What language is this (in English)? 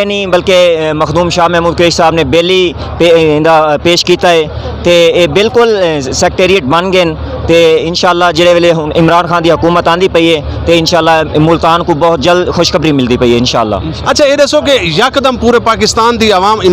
Saraiki